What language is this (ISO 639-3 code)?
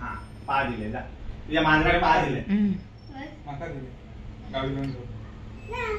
kok